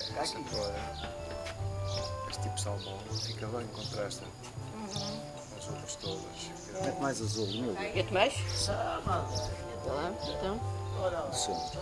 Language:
Portuguese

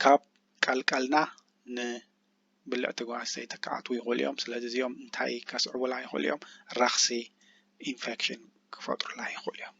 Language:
Tigrinya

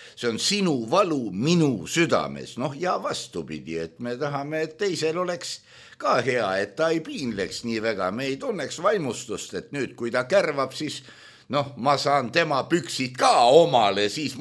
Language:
Estonian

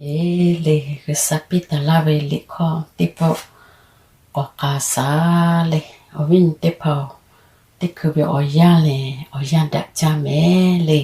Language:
Lahu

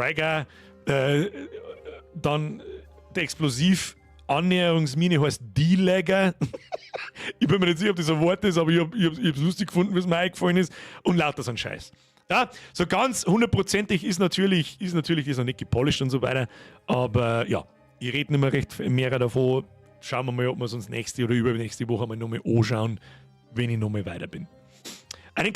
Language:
Bavarian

